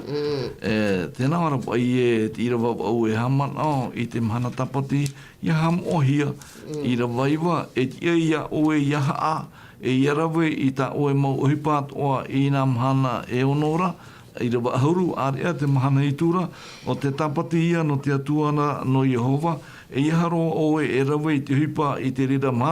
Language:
Tahitian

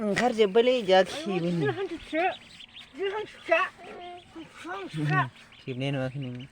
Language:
Bodo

